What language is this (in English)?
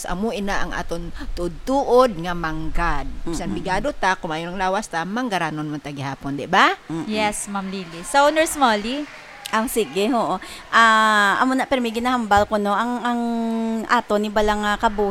Hiligaynon